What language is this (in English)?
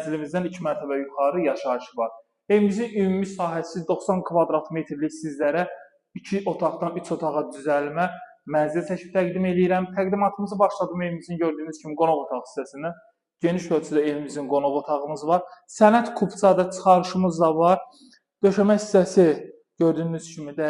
Azerbaijani